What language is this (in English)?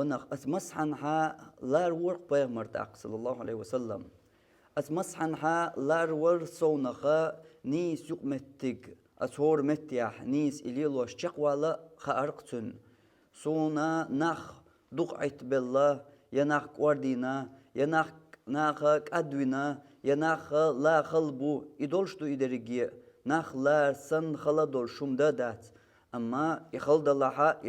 Chechen